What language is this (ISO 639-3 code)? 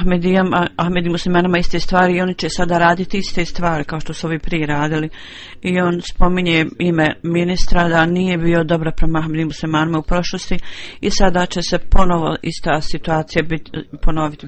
bos